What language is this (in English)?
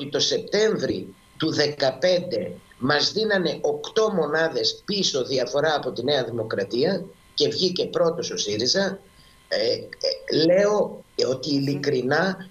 Greek